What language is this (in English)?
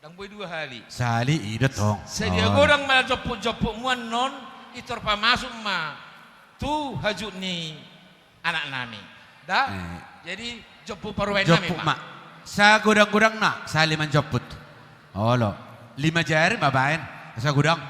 Batak Toba